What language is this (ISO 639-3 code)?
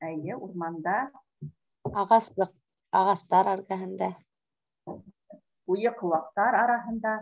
bak